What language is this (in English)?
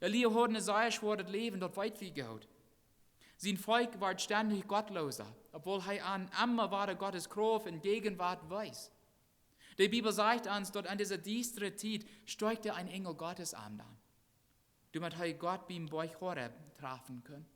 Plautdietsch